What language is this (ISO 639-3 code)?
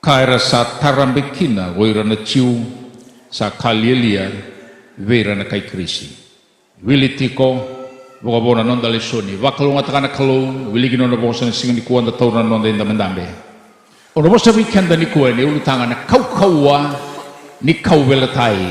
fij